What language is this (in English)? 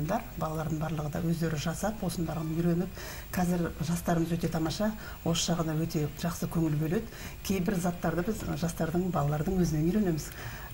Kazakh